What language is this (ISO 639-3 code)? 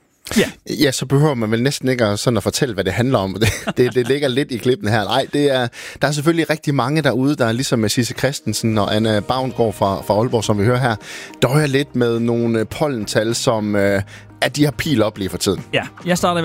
dan